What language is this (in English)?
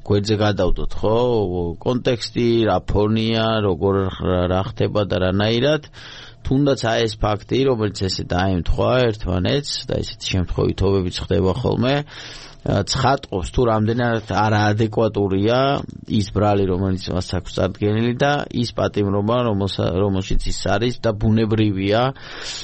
Georgian